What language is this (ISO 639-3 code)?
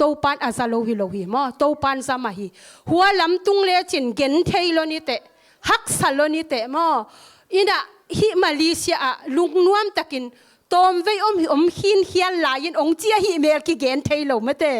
ctd